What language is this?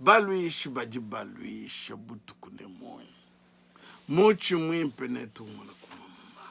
Luba-Lulua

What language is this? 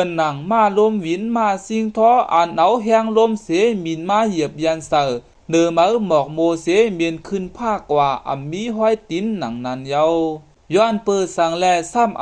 Shan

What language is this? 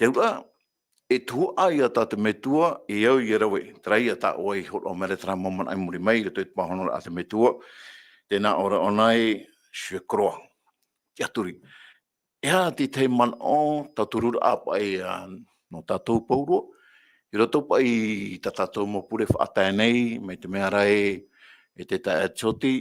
Tahitian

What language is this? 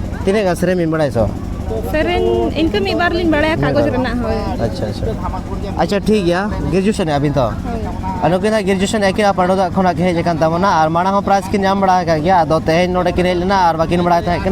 Santali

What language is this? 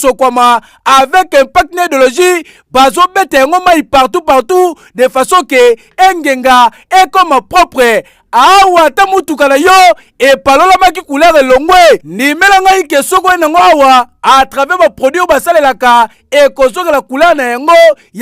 Lingala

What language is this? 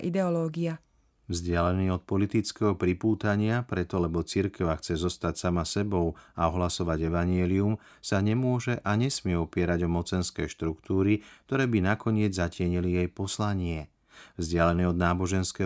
Slovak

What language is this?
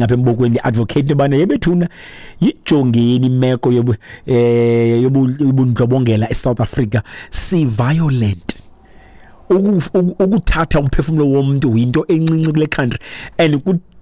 Xhosa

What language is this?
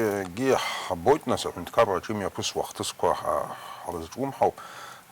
Abkhazian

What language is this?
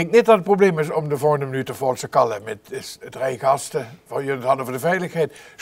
Limburgish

